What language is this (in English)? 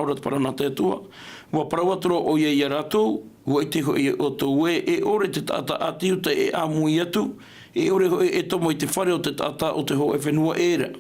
Tahitian